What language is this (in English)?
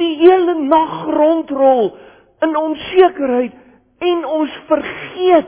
Afrikaans